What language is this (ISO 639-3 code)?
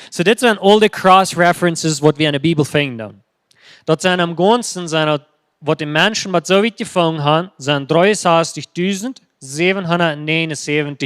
pdt